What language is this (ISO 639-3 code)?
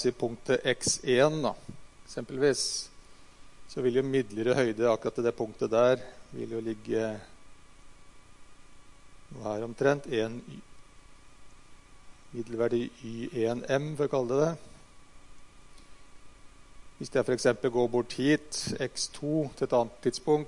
nor